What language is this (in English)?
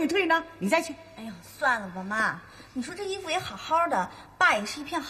Chinese